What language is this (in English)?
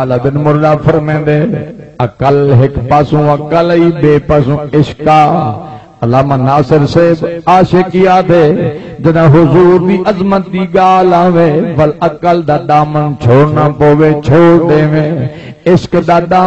Saraiki